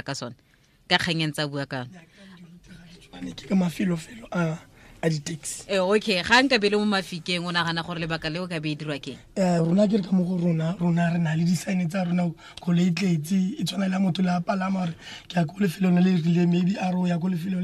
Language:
Tswana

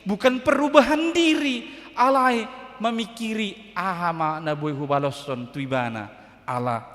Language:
Batak Toba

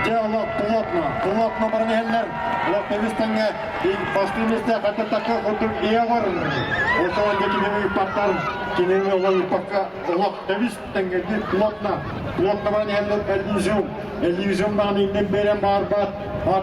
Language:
Yakut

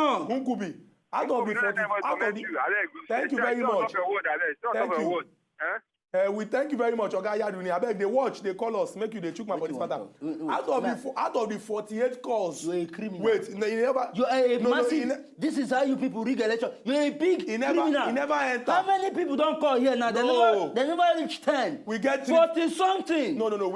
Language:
Nigerian Pidgin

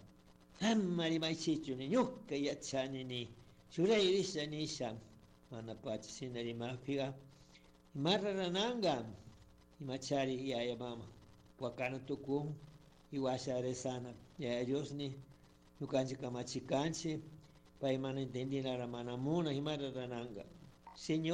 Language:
Chimborazo Highland Quichua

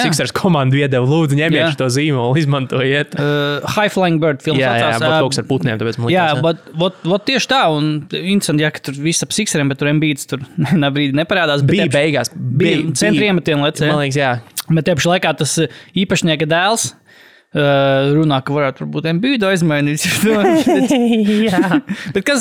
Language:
Latvian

